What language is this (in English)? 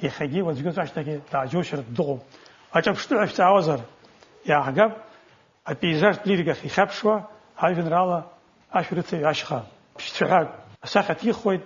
Abkhazian